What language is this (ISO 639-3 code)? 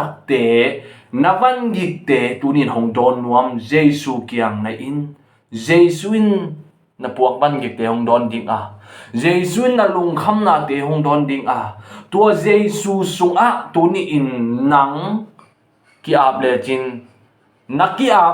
ctd